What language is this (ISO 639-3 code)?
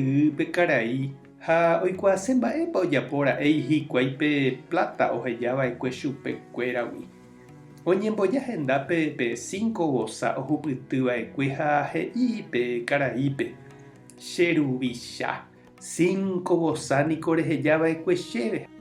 grn